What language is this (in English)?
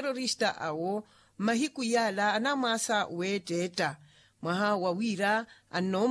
Makhuwa